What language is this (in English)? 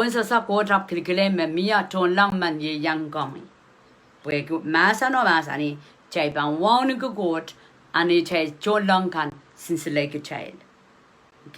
Pohnpeian